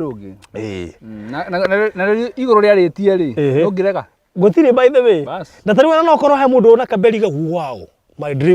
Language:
Kikuyu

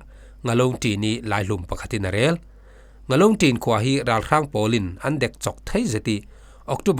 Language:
Falam Chin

